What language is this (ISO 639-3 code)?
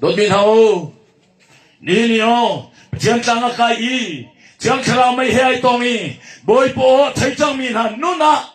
cnh